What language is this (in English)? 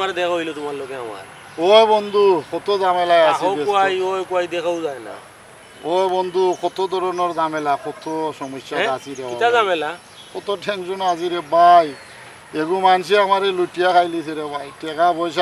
Sylheti